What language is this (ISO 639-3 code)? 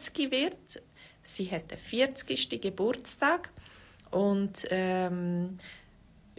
gsw